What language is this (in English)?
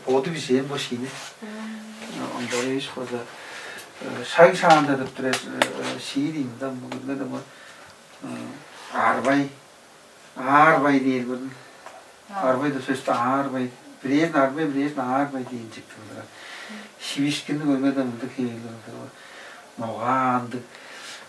Tuvinian